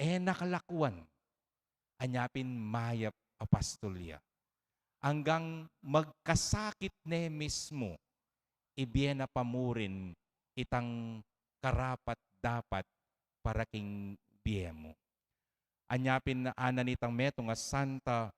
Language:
Pampanga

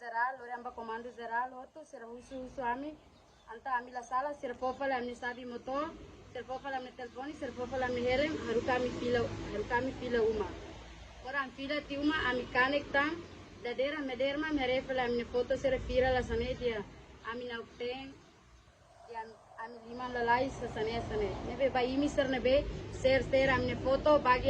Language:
Tetum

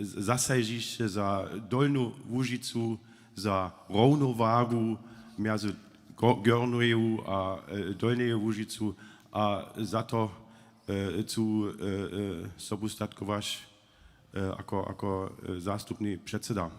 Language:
Upper Sorbian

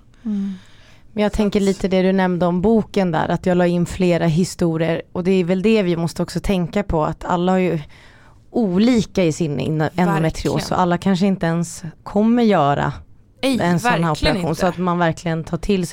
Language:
Swedish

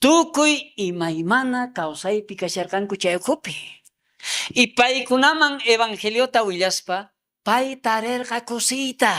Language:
South Bolivian Quechua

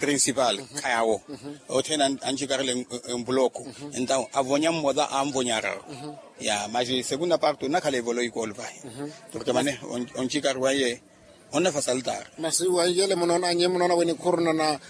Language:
Makhuwa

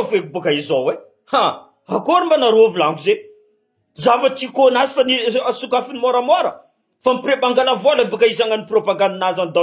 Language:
Malagasy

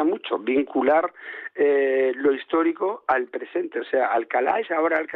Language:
Spanish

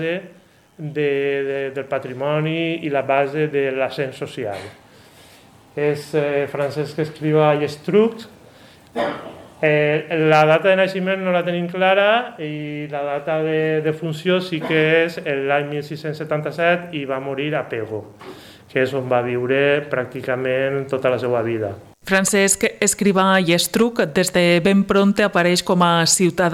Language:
Catalan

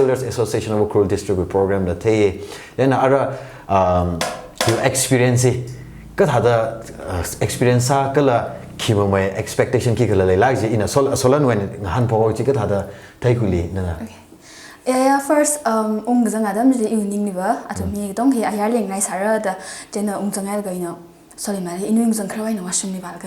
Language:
Tangkhul Naga (India)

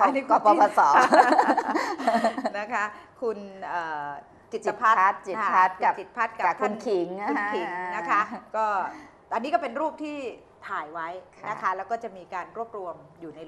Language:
Thai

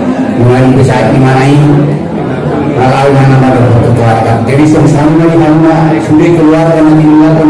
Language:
Batak Angkola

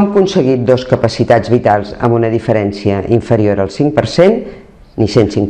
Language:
Catalan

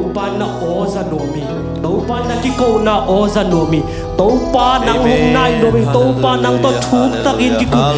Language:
Tedim Chin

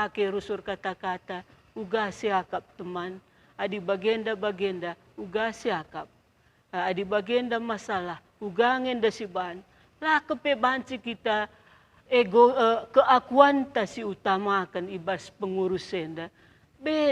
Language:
Batak Karo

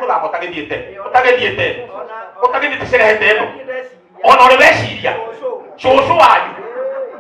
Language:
Kikuyu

